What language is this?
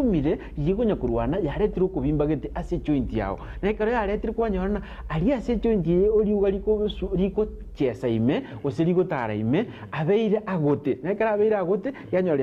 Gusii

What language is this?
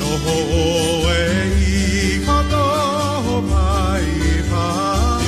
Hawaiian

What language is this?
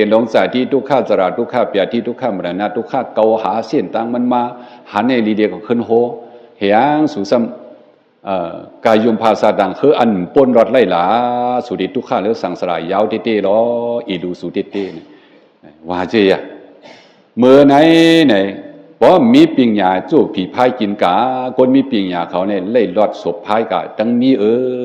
Shan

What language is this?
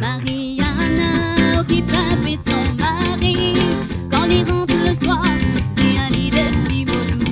Réunion Creole French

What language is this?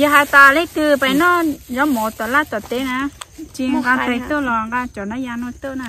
Hmong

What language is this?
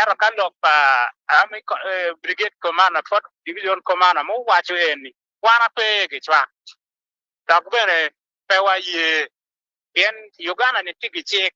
Acoli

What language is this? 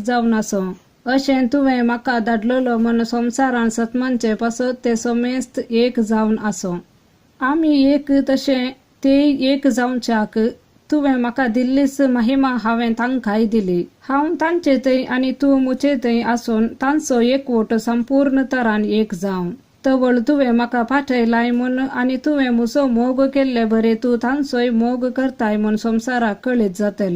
Konkani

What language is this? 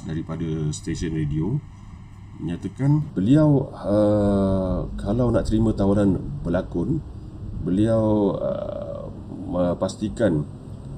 Malay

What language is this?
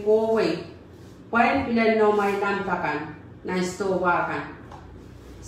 Pohnpeian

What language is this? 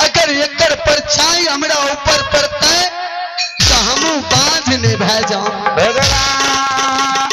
Maithili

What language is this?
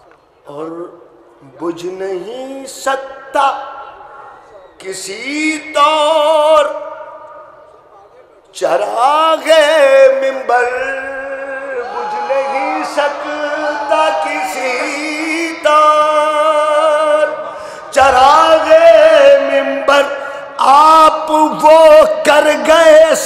Urdu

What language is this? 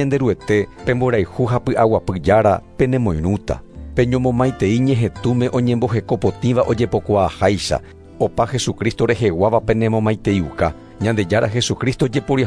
Guarani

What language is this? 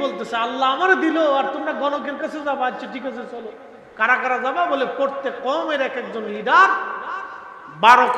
Bangla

